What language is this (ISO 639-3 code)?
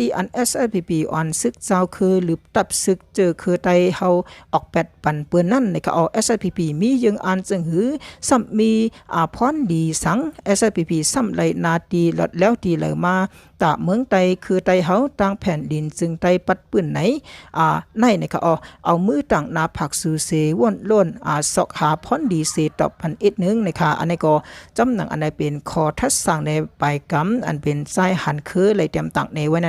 shn